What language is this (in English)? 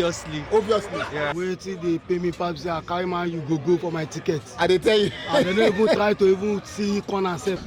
Nigerian Pidgin